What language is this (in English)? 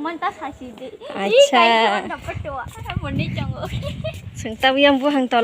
Kok Borok